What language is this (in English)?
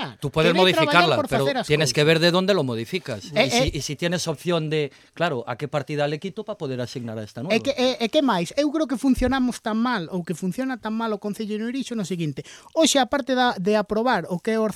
Galician